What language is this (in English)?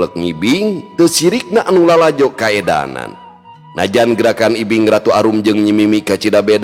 Sundanese